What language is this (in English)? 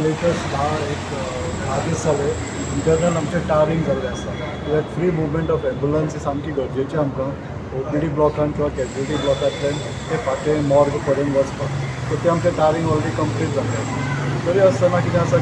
Konkani